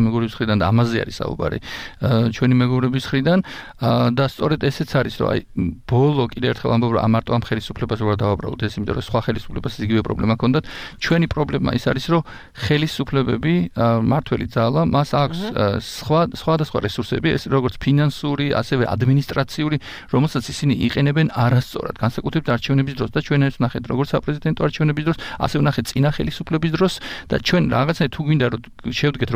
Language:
Georgian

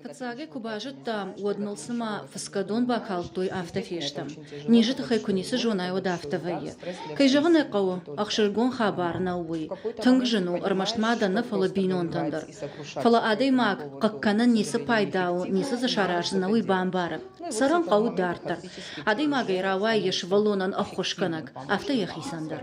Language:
Ossetic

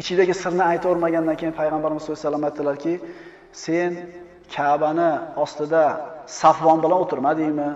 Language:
Uzbek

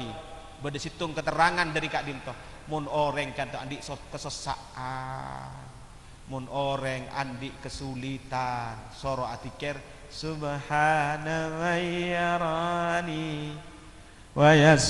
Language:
Madurese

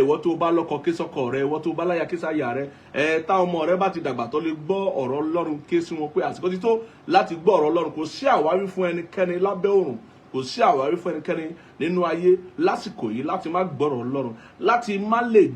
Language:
Yoruba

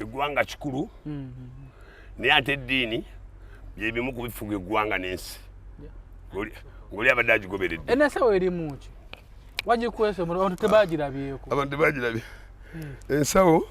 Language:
Ganda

